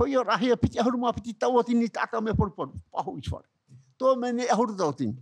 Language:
Tahitian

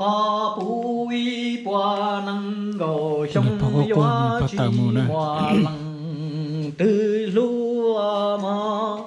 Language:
Hmong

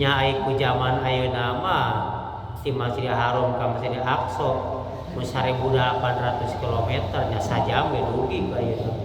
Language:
Sundanese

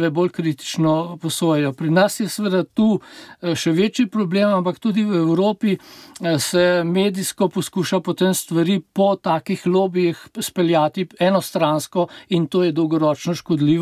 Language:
Slovenian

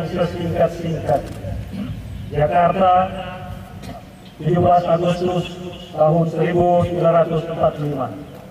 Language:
Indonesian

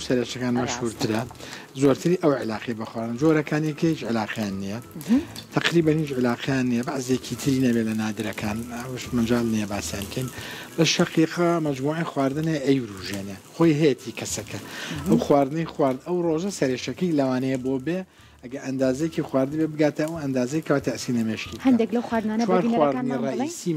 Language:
Central Kurdish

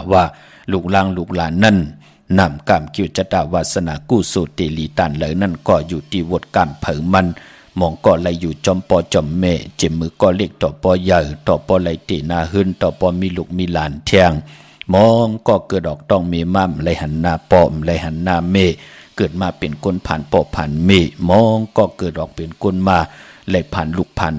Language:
Shan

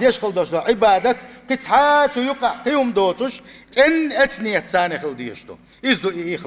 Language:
Chechen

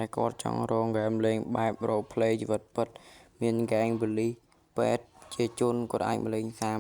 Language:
Khmer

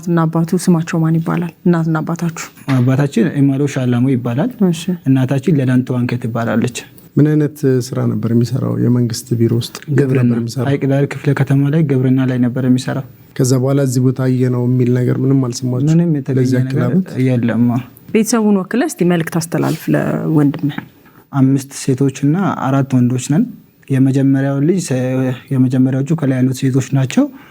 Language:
Amharic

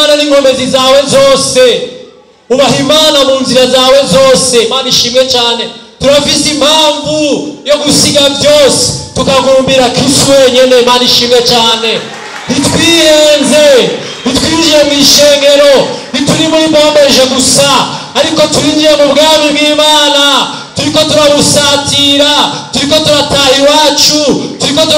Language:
Rundi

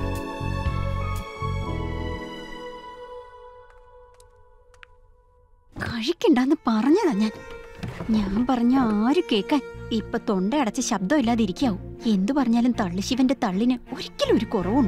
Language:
Malayalam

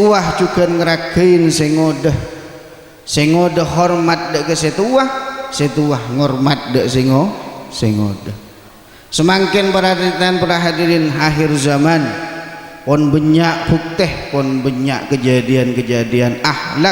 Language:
Madurese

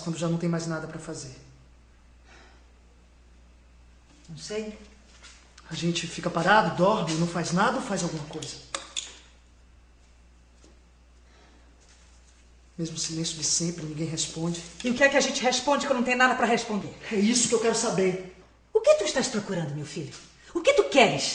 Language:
Portuguese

